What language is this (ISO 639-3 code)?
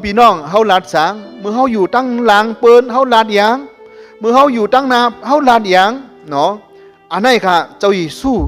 shn